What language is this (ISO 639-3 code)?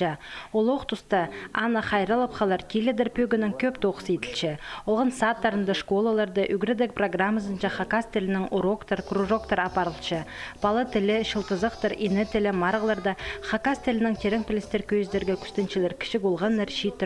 kjh